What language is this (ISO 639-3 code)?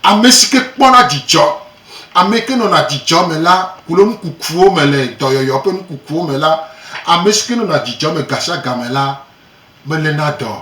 gej